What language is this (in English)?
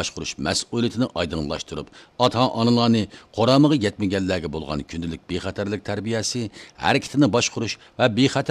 Uyghur